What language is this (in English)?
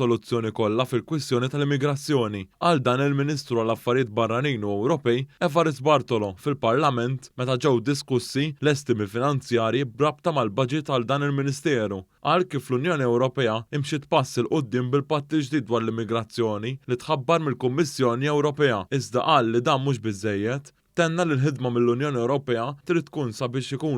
Maltese